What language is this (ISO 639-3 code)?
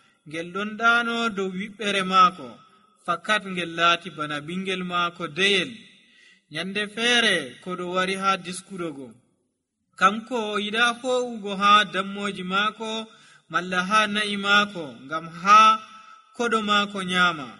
fuv